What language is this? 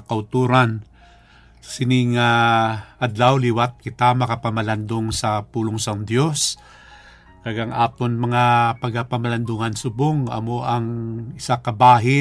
Hiligaynon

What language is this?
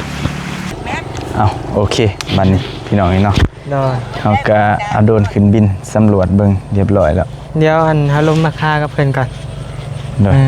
Lao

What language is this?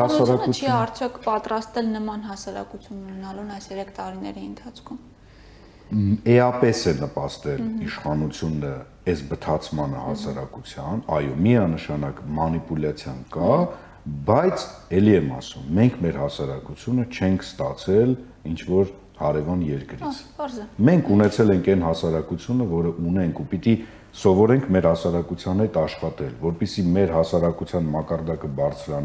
Armenian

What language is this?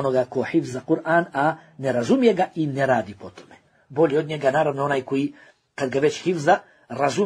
Bosnian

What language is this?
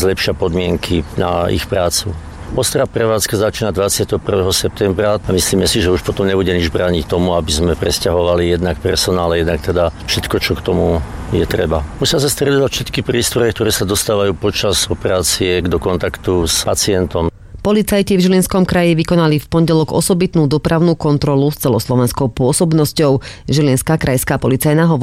Slovak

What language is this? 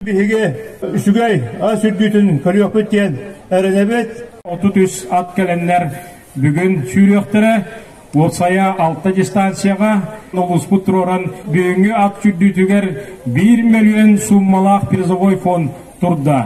Yakut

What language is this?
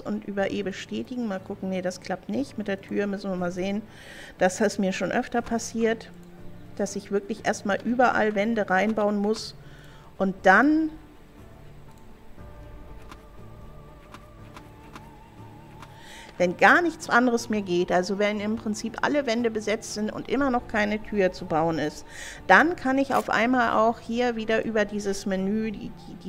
German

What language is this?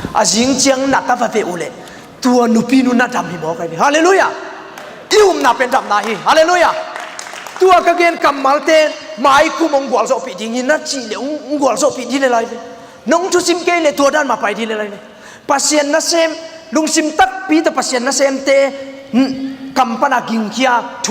Tedim Chin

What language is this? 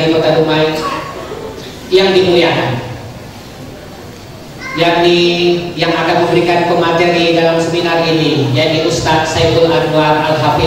Indonesian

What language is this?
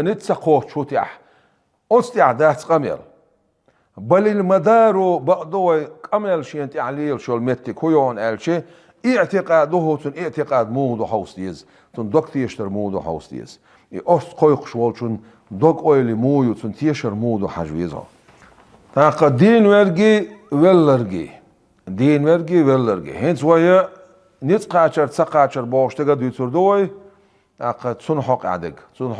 Chechen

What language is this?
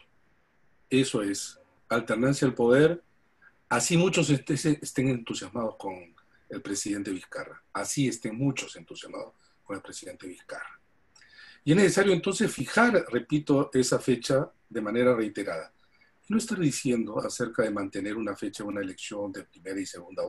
Spanish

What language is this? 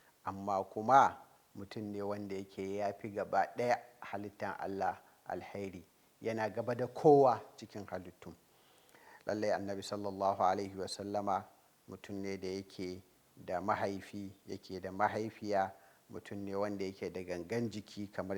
Hausa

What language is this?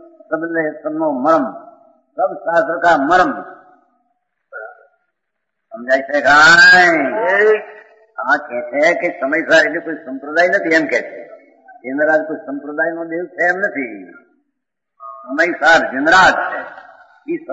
Gujarati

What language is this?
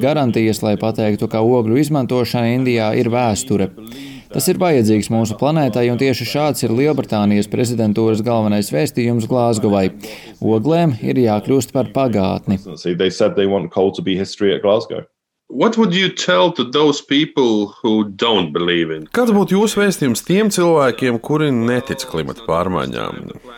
Latvian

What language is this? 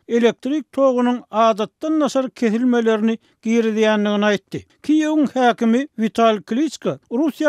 Turkmen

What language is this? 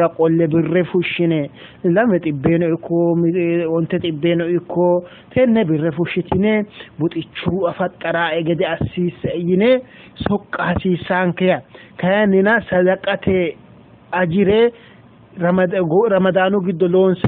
Sidamo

